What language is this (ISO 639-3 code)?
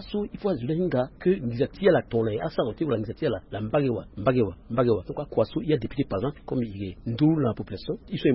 sag